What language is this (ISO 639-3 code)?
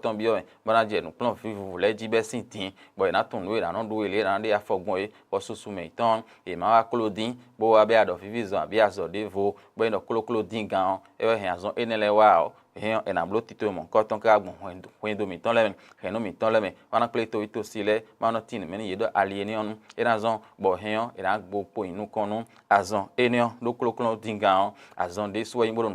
fon